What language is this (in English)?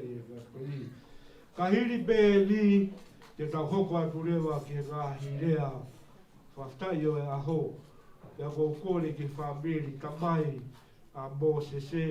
Tongan